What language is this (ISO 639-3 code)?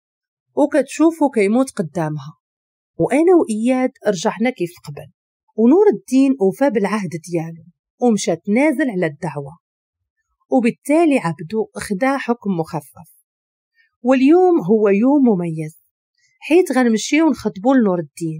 ary